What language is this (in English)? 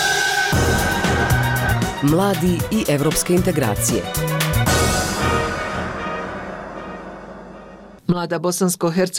Bosnian